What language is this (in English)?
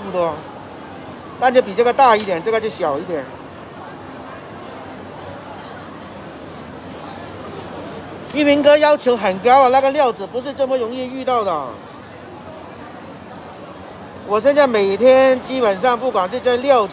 Chinese